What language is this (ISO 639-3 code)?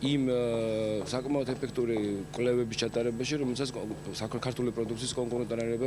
kat